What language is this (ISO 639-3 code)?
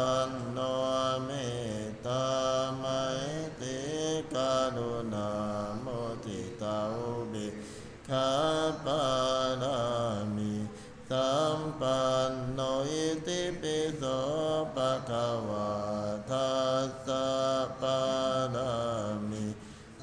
pli